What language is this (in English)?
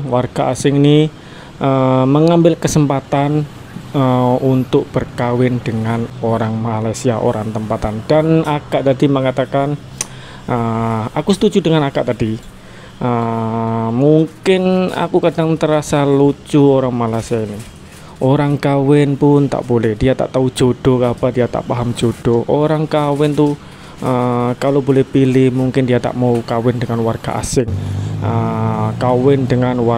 Malay